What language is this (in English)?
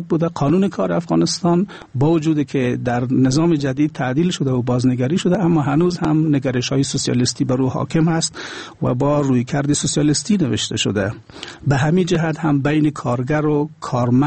Persian